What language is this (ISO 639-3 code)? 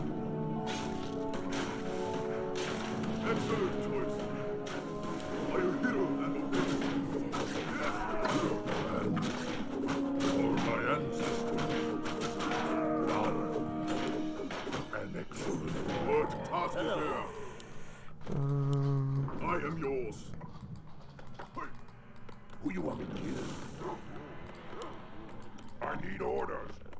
ron